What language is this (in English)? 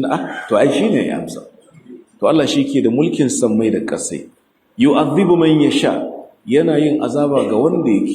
Hausa